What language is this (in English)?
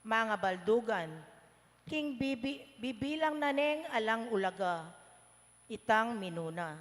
Pampanga